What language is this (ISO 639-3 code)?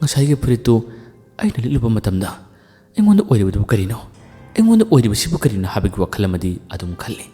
mni